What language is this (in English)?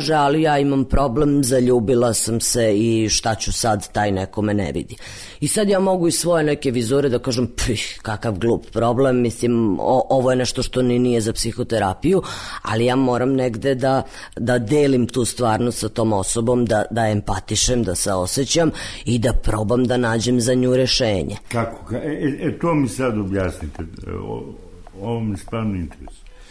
Serbian